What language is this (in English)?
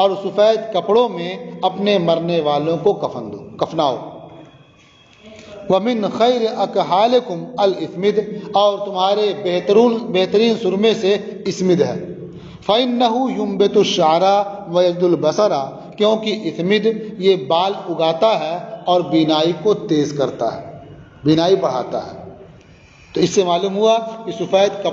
Urdu